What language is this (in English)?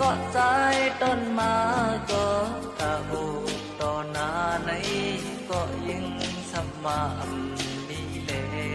Shan